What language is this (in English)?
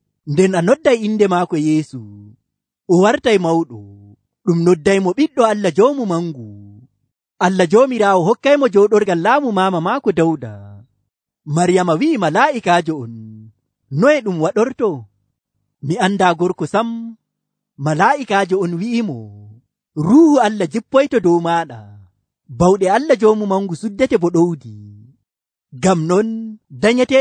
Nigerian Fulfulde